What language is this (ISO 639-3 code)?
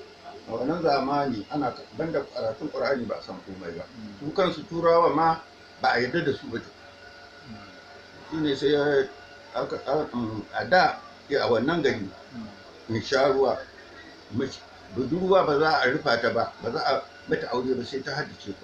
hau